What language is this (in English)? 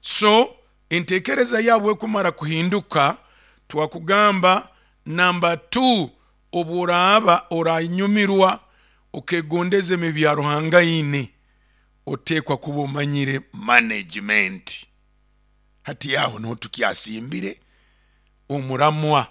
Nyoro